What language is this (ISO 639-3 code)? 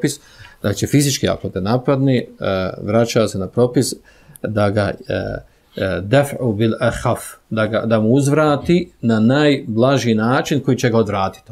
bos